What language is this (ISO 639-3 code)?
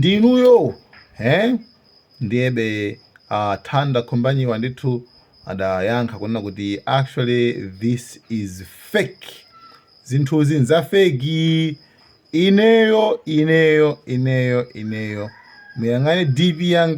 nya